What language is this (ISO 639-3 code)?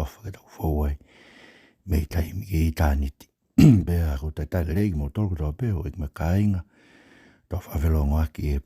ton